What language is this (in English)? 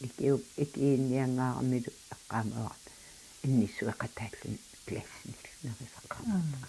Kalaallisut